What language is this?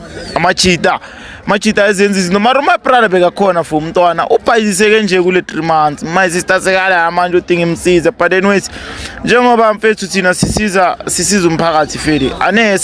Zulu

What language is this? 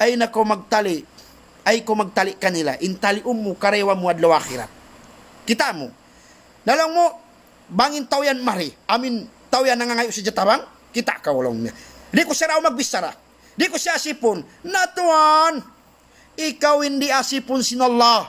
Tausug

